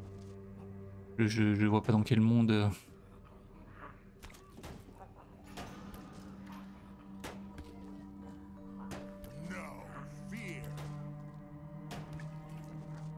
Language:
French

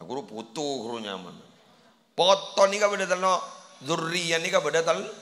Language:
Madurese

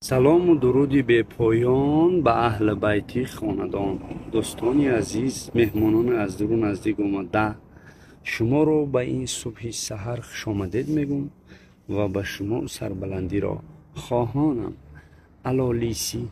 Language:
Tajik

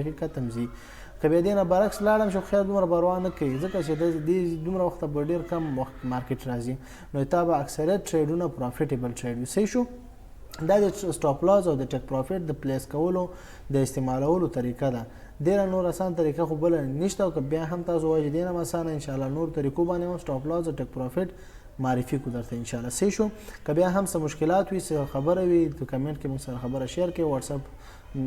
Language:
Pashto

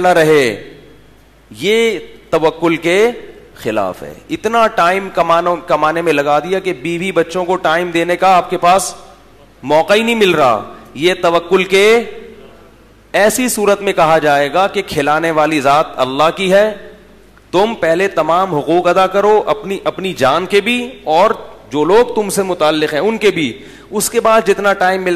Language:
Urdu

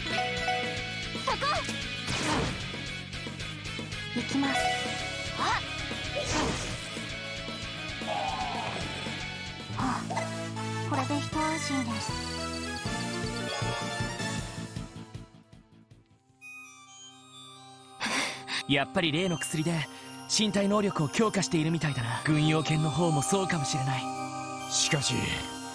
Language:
Japanese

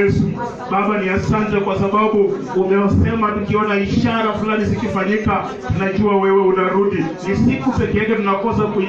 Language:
Swahili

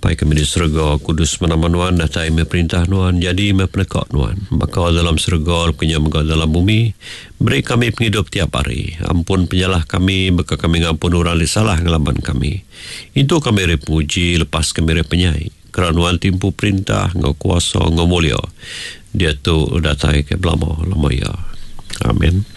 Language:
Iban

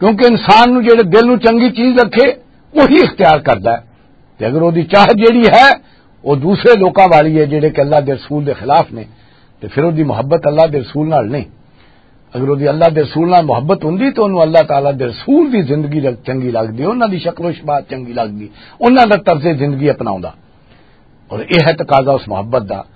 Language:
Western Panjabi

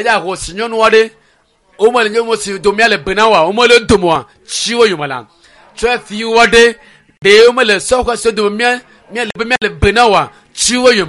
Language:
Ewe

